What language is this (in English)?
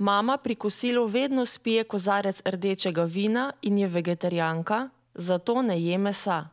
Slovenian